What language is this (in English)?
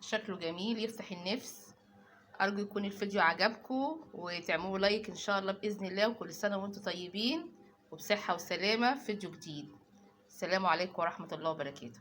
Egyptian Arabic